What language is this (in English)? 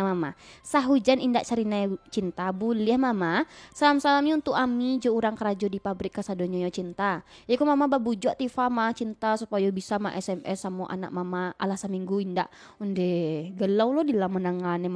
Minangkabau